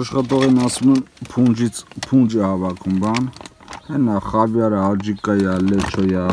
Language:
Armenian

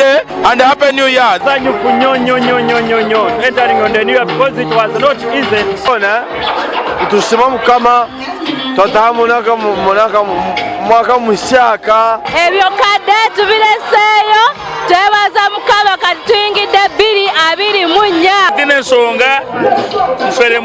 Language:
Nyankole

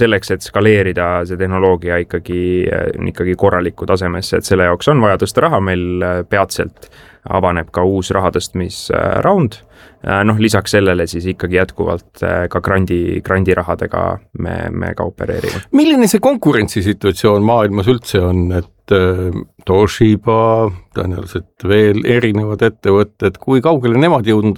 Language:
Estonian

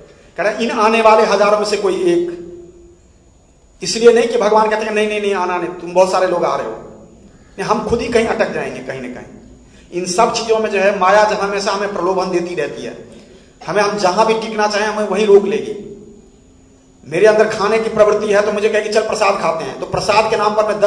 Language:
Hindi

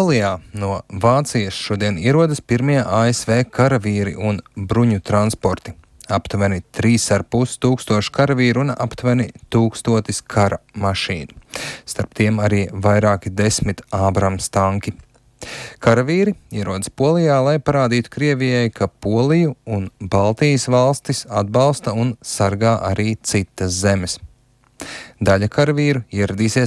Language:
Latvian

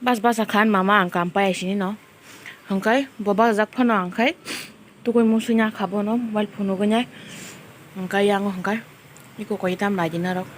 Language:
Kok Borok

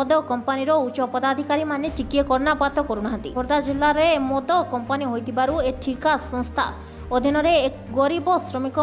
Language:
Odia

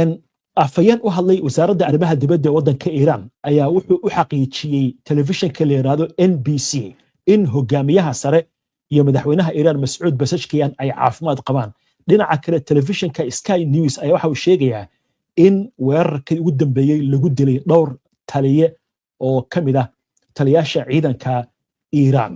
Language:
Somali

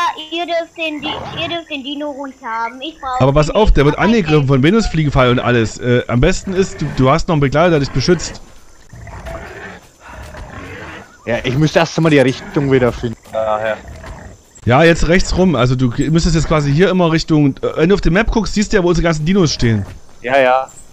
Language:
German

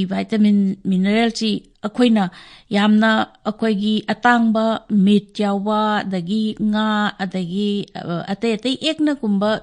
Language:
Manipuri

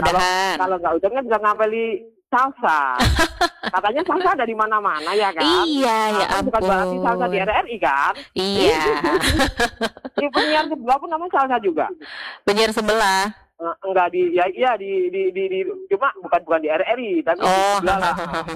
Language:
Indonesian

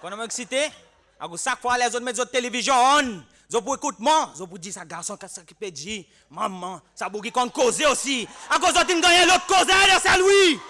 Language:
Seselwa Creole French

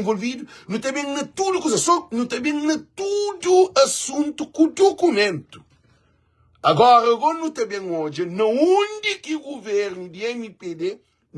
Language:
Kabuverdianu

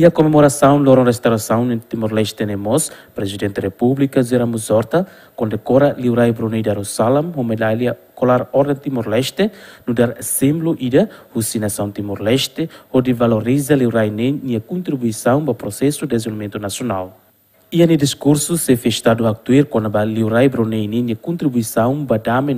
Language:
Tetum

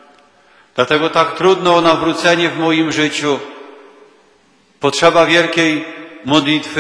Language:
Polish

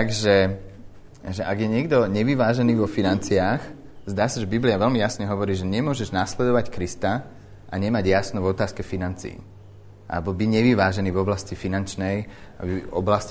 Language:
Slovak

